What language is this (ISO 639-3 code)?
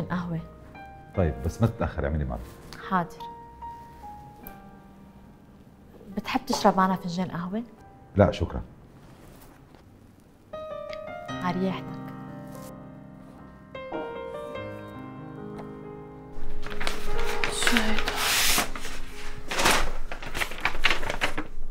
apc